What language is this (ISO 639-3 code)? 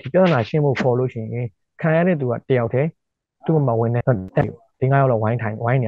mya